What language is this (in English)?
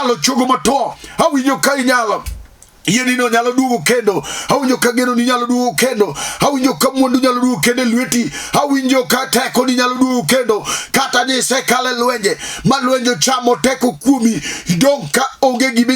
Luo (Kenya and Tanzania)